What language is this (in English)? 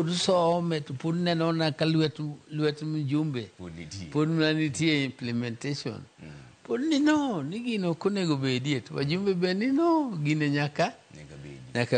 Luo (Kenya and Tanzania)